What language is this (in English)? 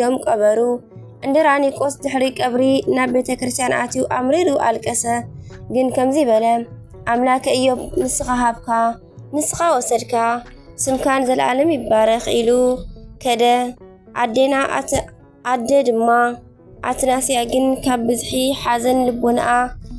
Tigrinya